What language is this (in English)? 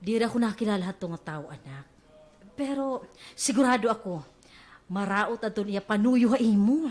Waray